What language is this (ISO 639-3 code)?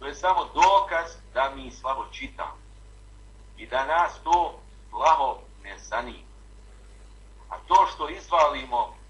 bos